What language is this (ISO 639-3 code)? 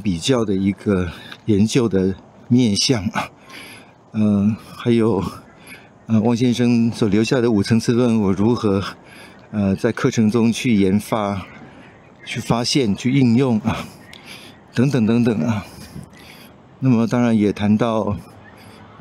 zho